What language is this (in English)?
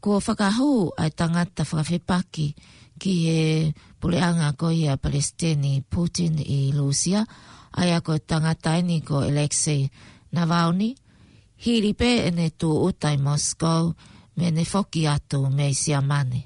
Tongan